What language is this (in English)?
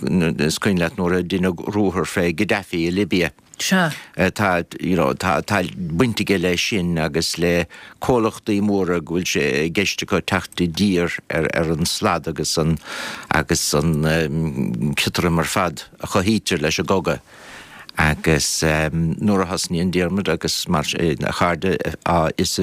Irish